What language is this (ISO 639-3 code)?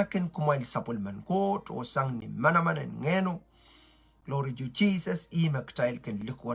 pon